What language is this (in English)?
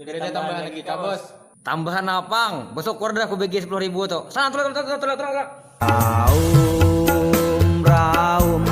Banjar